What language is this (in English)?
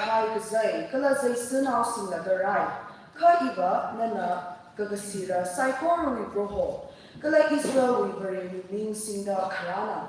Tangkhul Naga (India)